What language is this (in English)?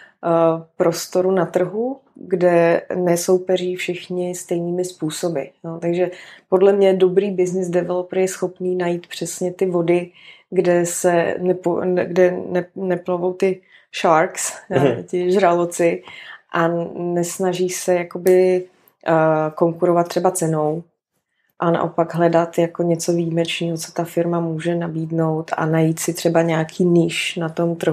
Czech